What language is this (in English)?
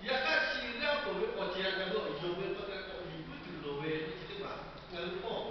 Lahu